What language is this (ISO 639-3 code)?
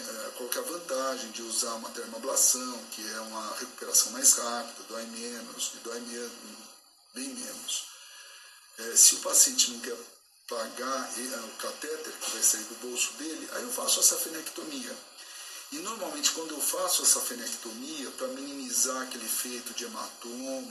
por